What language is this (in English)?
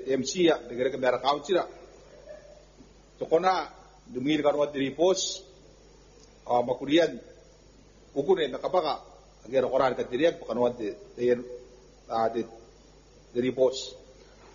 Gilbertese